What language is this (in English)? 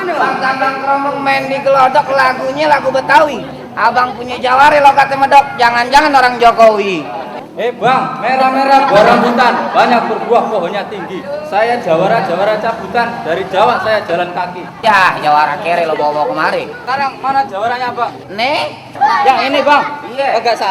Betawi